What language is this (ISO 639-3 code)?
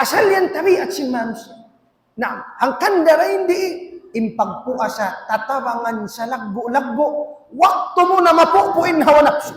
tsg